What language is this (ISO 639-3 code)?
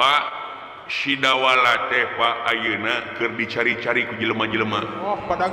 sun